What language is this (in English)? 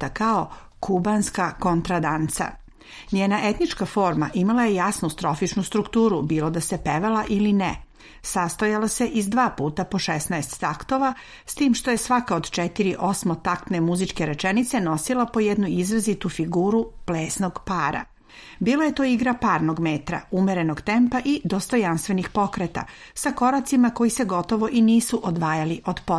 Serbian